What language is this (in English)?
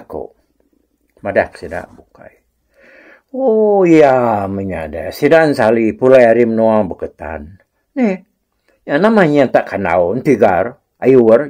Iban